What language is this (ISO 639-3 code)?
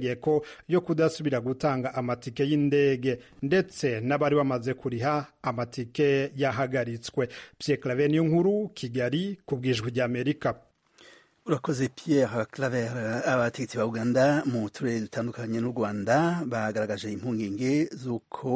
kin